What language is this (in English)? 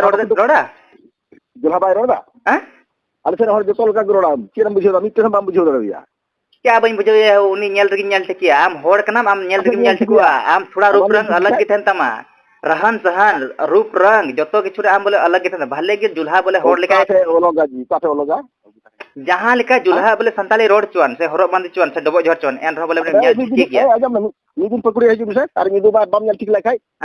Santali